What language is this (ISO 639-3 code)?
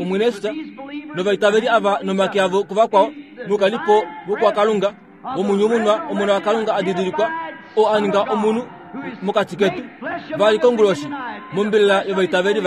kua